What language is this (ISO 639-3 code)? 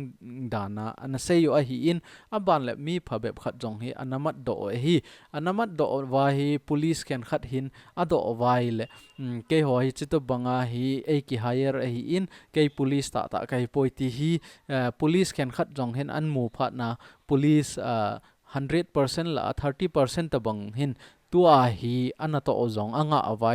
tcz